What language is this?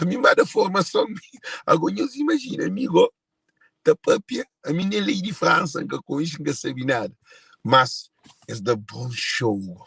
Kabuverdianu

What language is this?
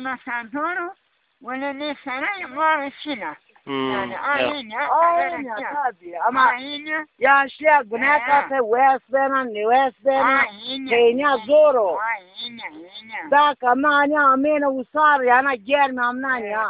Zaza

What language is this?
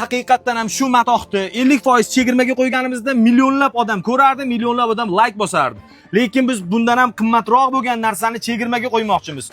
Uzbek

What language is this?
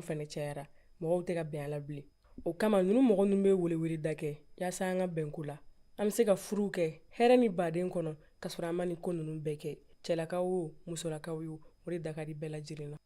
Bambara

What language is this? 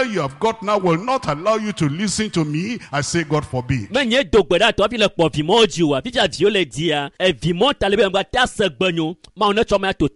Ewe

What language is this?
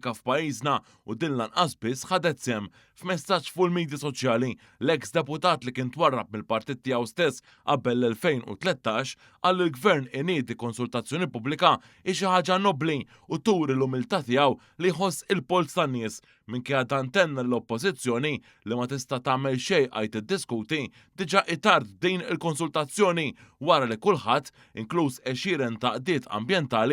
Maltese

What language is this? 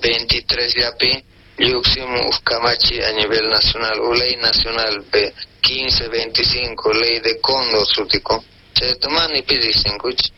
South Bolivian Quechua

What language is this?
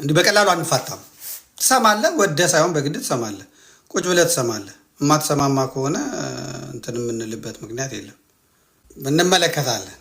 Amharic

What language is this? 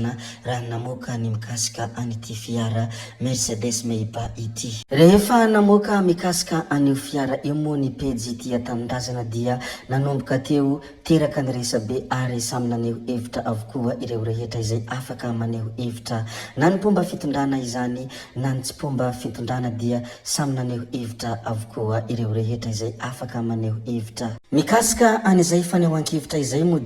Malagasy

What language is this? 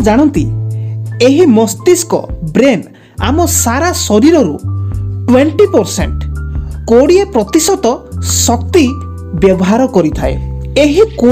Odia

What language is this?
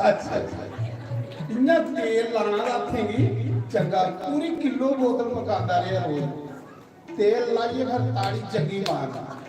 Dogri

